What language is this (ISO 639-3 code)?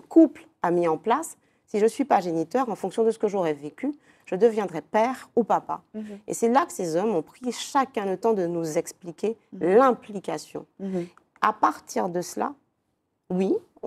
fra